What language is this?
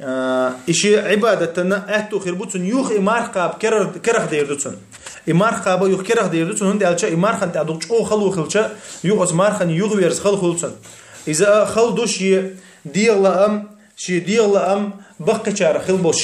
Chechen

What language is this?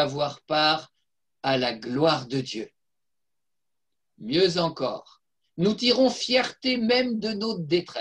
French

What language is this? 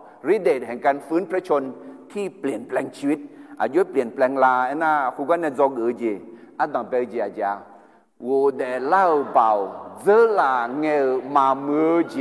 Akha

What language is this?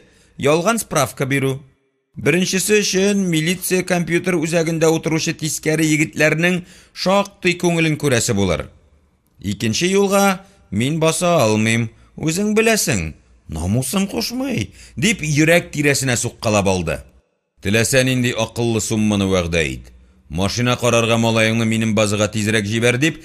Tatar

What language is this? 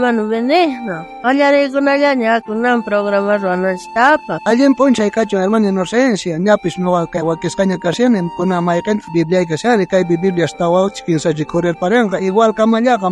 South Bolivian Quechua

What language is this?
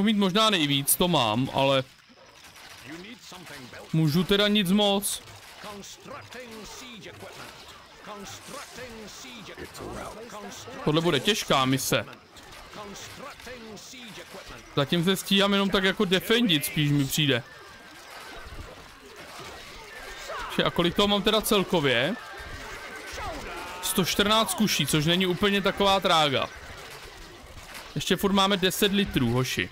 Czech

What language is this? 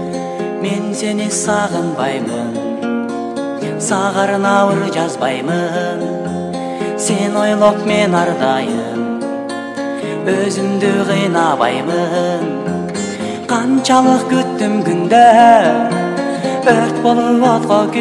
Kyrgyz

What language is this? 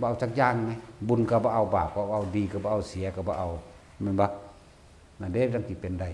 Northeastern Thai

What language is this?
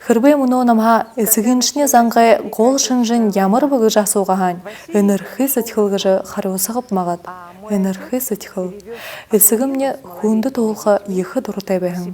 Buriat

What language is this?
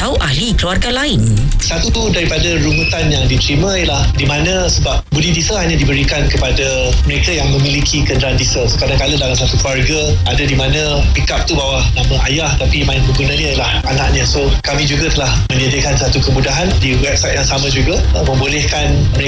Malay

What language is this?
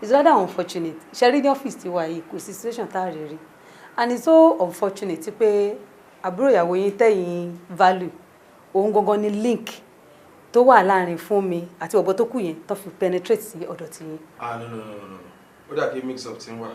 Yoruba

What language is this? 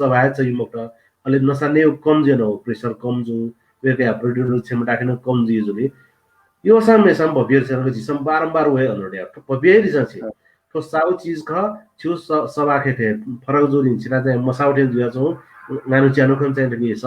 Newari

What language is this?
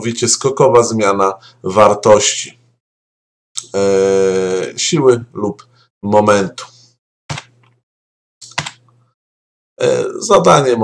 Polish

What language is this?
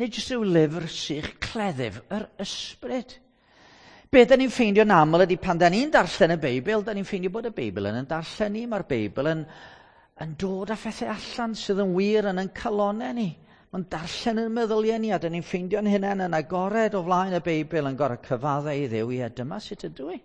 Welsh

